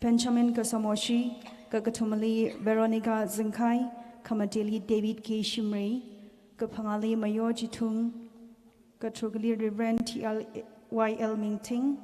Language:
Tangkhul Naga (India)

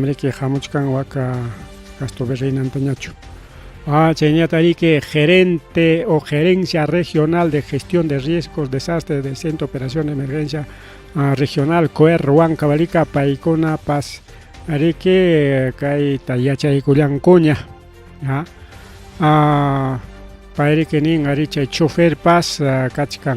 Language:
Ayacucho Quechua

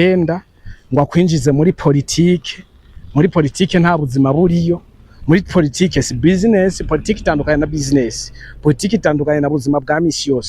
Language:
Rundi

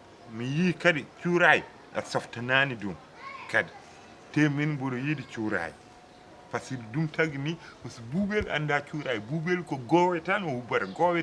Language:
Fula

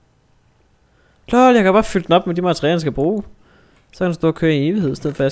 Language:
Danish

